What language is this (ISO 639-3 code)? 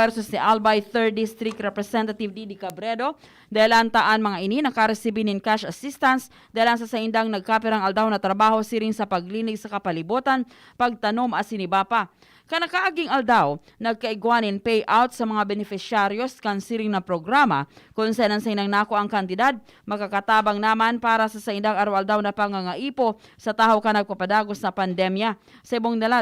bik